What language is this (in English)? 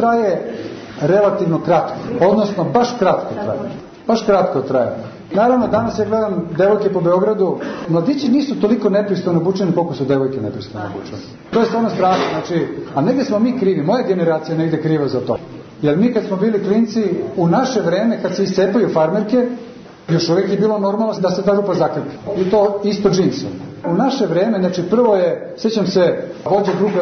Serbian